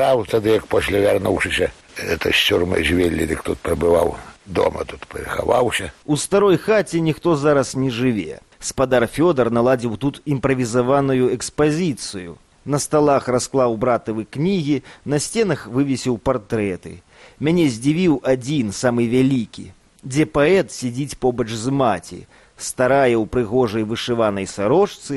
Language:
Belarusian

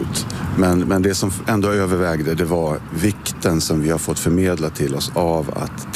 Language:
Swedish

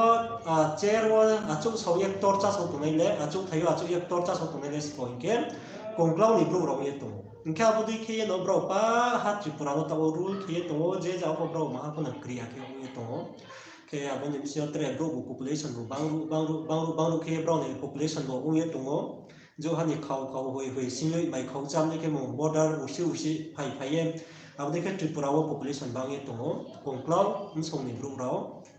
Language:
Riang (India)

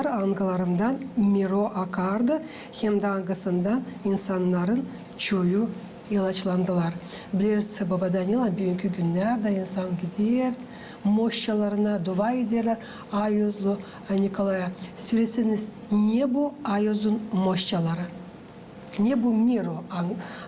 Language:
Gagauz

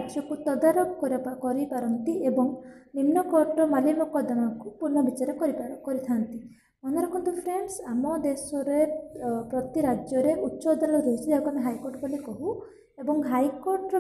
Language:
Odia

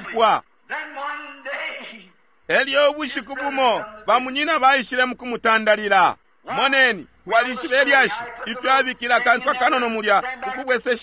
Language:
Bemba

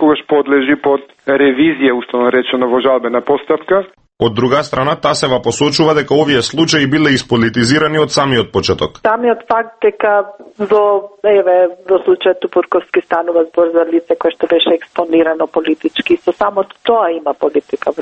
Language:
Macedonian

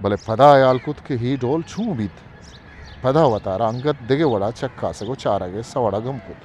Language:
Eastern Balochi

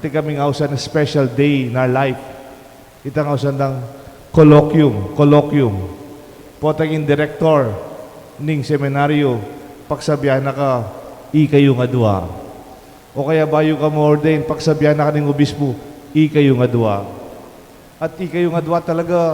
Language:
Pampanga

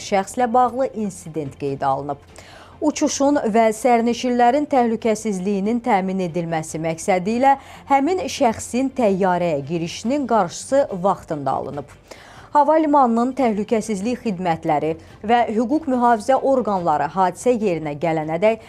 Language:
Azerbaijani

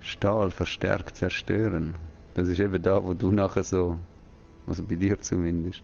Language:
Swiss German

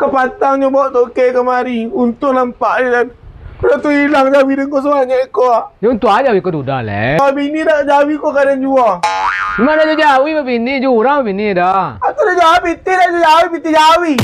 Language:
Minangkabau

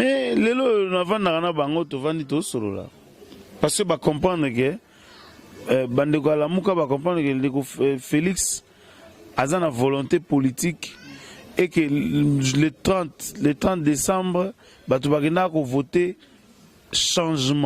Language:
Lingala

